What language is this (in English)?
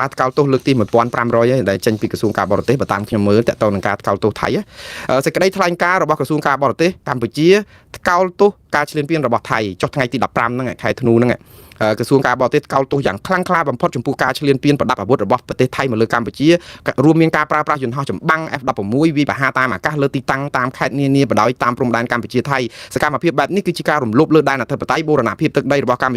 Khmer